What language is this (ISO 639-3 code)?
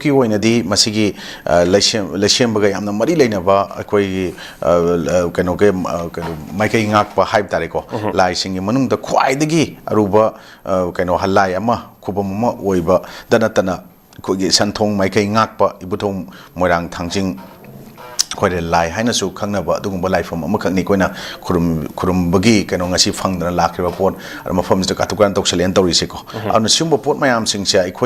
mni